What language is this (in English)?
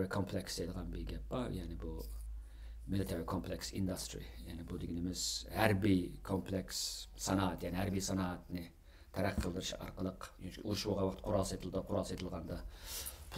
Uyghur